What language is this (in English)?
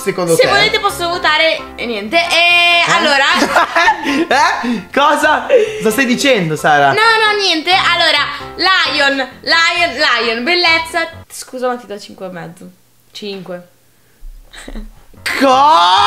Italian